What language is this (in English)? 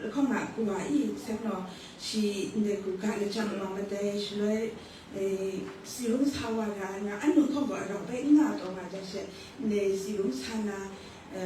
Kachin